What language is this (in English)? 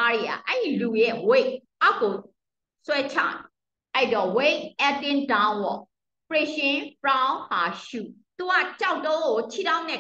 Burmese